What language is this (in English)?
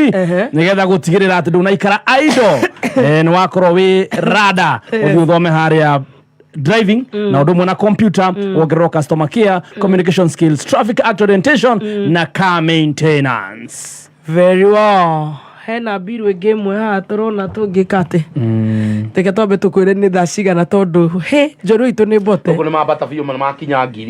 Kikuyu